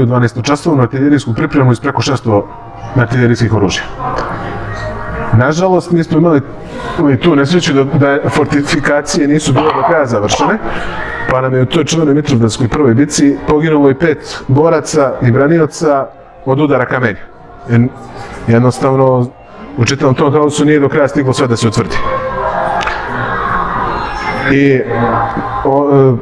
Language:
Serbian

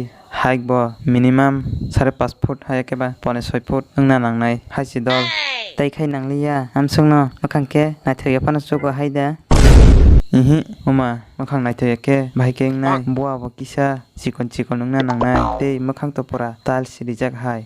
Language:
Kok Borok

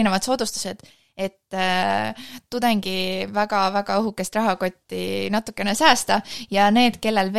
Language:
Estonian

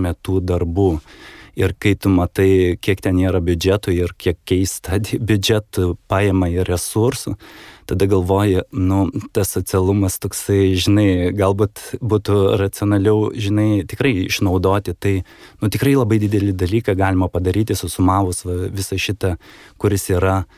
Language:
Lithuanian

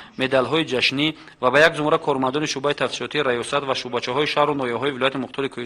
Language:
Tajik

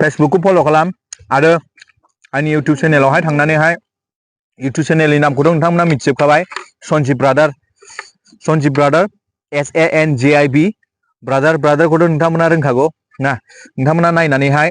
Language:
Bodo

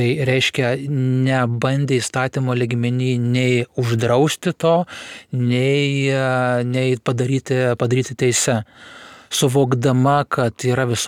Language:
Lithuanian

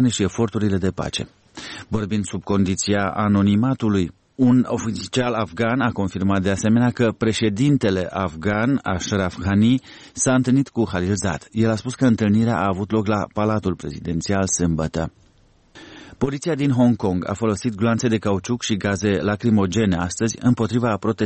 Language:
Romanian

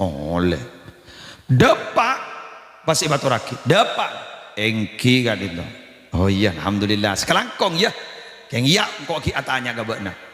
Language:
Madurese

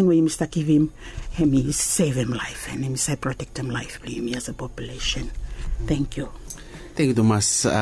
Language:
Bislama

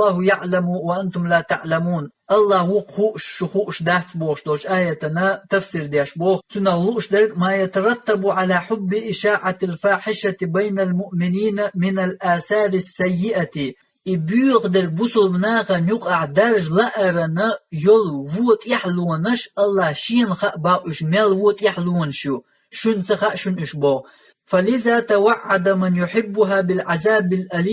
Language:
Chechen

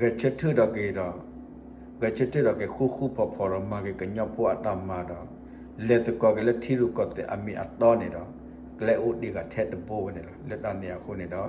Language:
S'gaw Karen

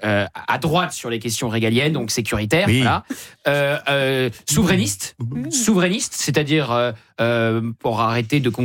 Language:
French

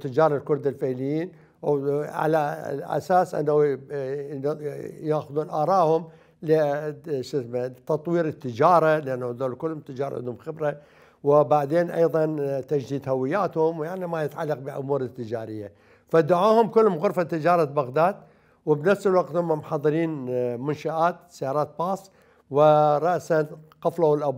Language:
Mesopotamian Arabic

